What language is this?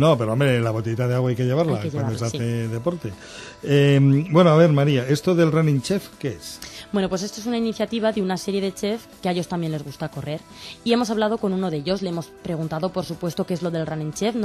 Spanish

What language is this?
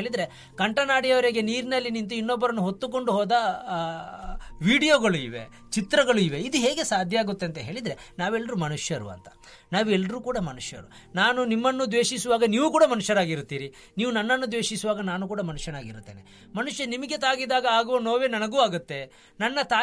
Kannada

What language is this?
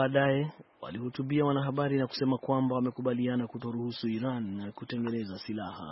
Swahili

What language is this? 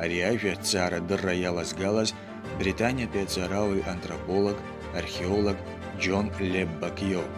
Abkhazian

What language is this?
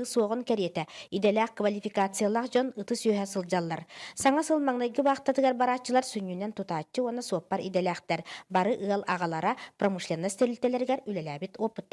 Yakut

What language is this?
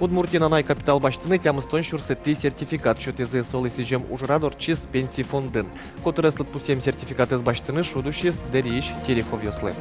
Udmurt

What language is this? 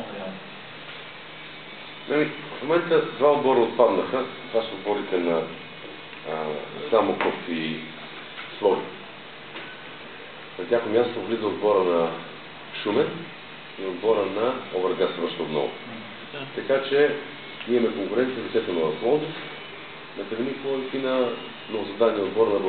Bulgarian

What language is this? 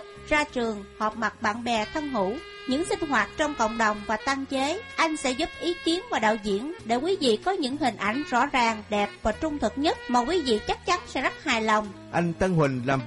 Vietnamese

